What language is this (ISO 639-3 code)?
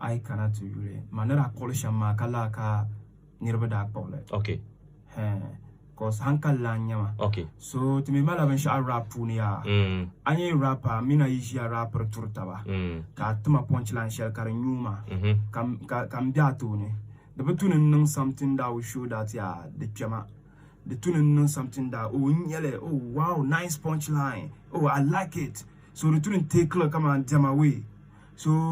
dag